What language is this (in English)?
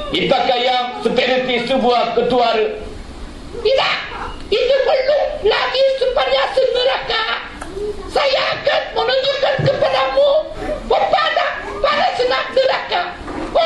Malay